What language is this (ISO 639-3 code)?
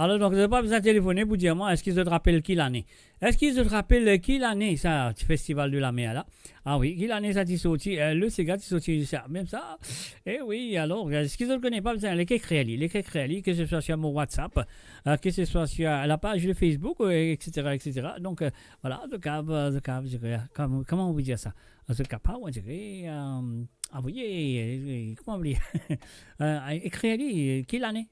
mfe